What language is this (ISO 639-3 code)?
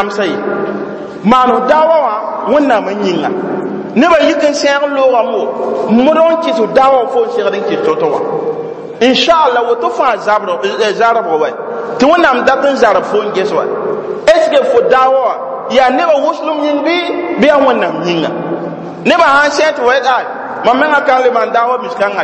mos